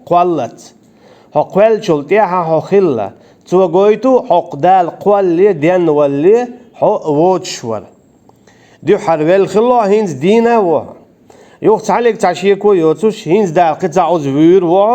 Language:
Chechen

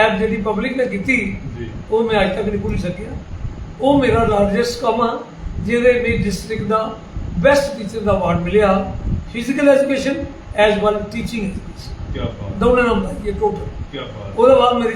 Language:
Dogri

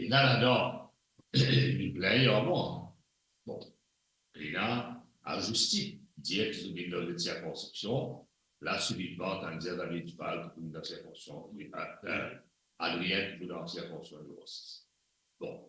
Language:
Morisyen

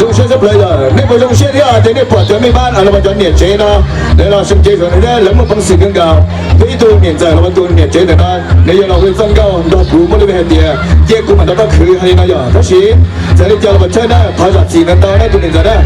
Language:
Hmong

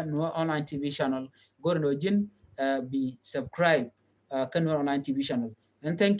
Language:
Nuer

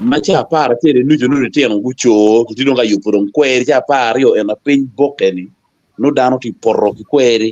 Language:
Acoli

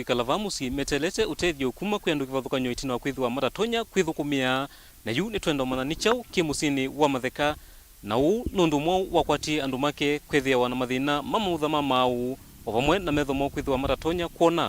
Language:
Kamba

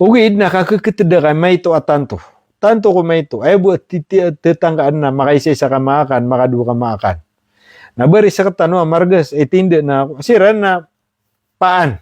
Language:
Maranao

